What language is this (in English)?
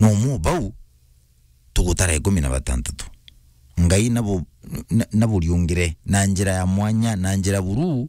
Meru